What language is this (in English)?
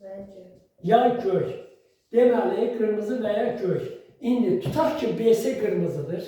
Azerbaijani